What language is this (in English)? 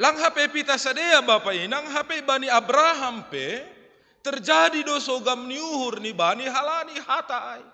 Batak Simalungun